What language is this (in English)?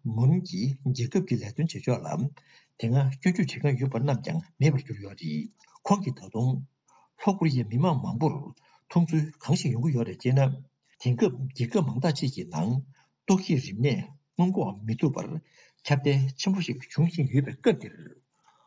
Tibetan